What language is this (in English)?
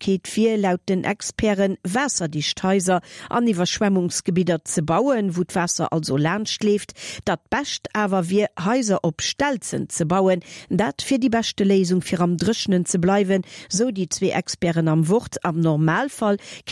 Luxembourgish